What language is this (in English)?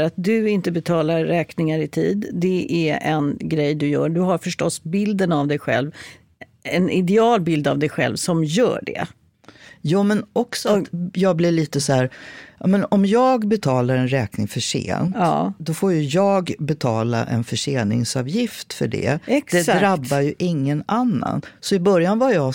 Swedish